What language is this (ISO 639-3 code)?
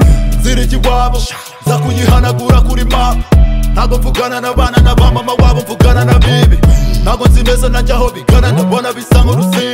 kin